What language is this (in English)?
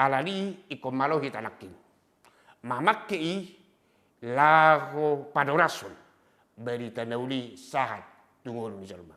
Batak Toba